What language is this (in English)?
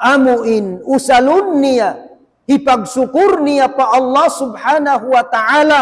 Tausug